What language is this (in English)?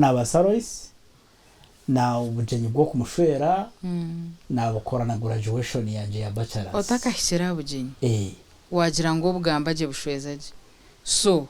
Nyankole